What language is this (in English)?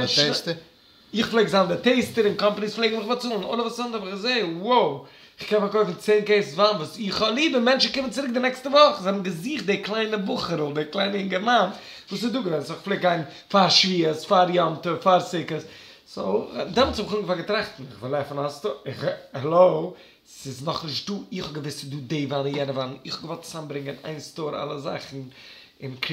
Yiddish